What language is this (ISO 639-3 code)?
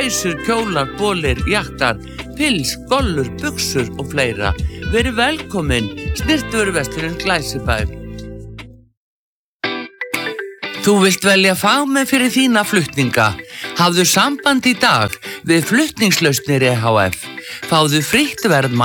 isl